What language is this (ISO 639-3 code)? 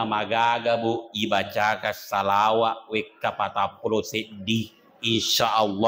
bug